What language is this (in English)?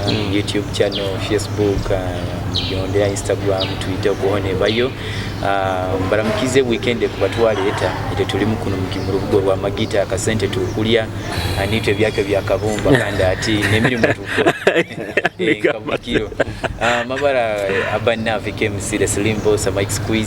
Nyoro